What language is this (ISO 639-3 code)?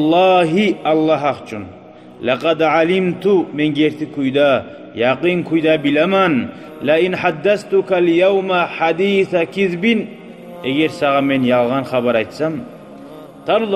kum